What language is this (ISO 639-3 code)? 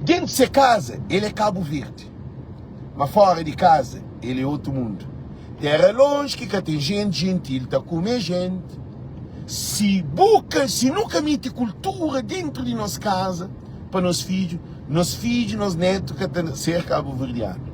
kea